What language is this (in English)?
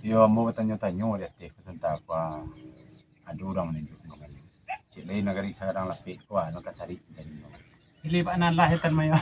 Minangkabau